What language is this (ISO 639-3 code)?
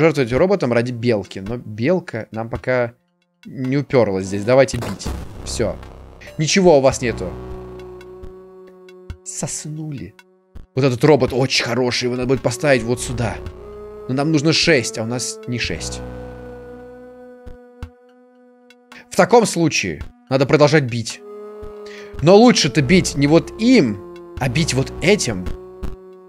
rus